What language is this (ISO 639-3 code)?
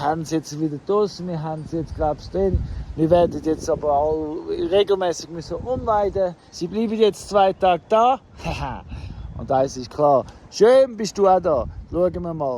gsw